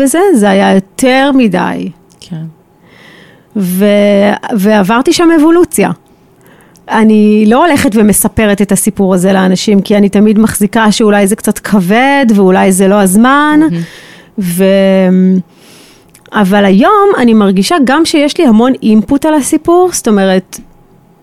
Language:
Hebrew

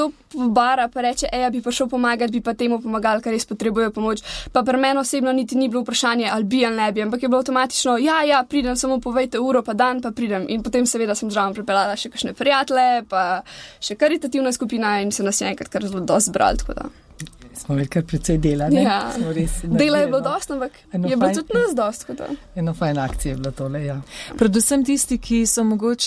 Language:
Slovenian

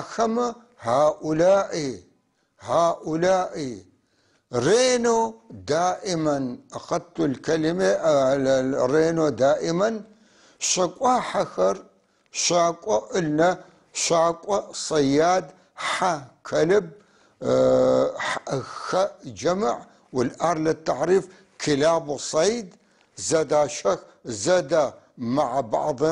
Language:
North Levantine Arabic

